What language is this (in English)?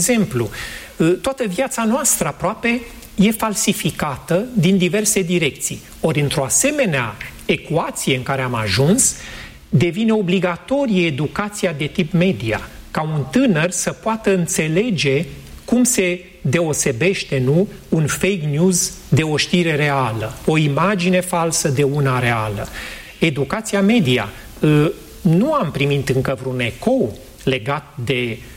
Romanian